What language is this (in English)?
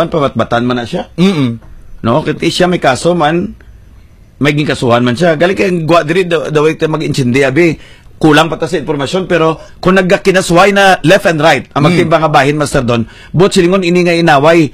Hiligaynon